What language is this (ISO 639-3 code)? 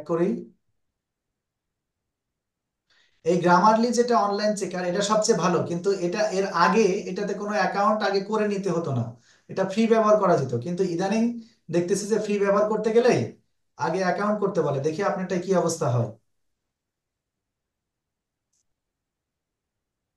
ben